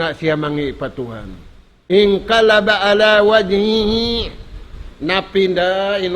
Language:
Tausug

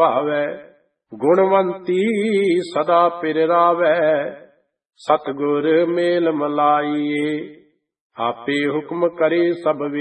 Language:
Punjabi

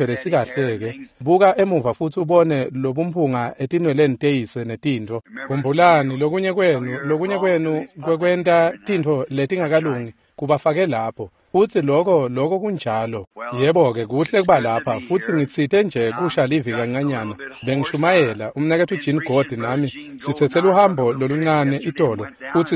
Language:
Swati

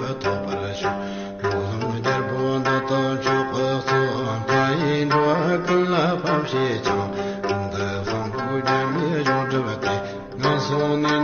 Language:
Tibetan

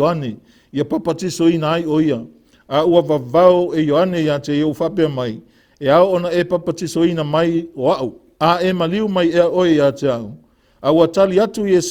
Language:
Samoan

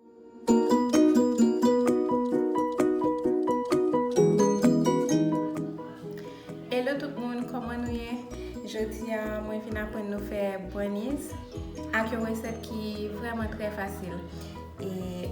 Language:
Haitian Creole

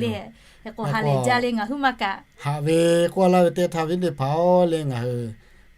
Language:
Lahu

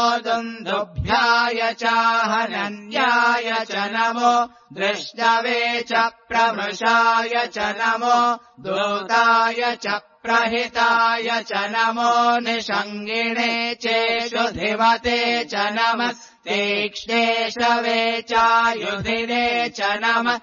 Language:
Sanskrit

